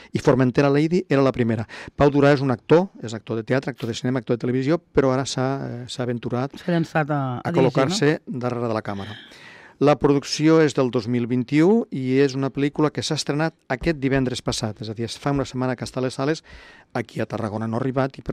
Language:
Catalan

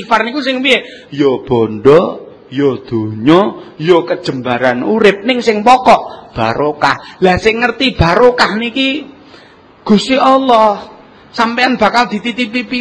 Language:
Javanese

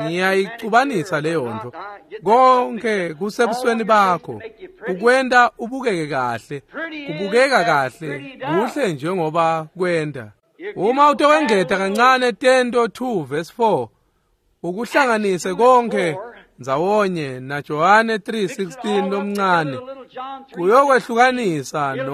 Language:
Swati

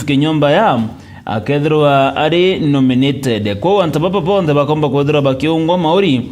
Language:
Meru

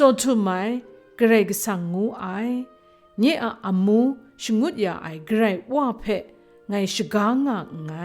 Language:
Kachin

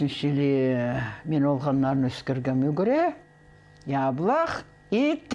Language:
Khakas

